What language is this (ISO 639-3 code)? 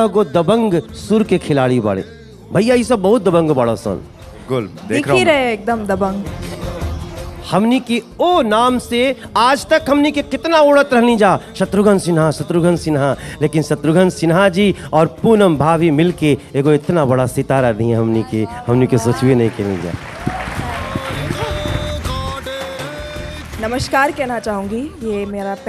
bho